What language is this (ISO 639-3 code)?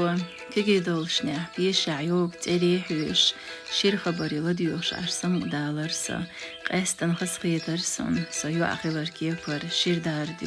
che